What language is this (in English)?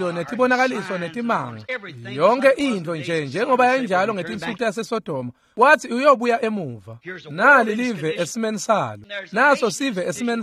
Swati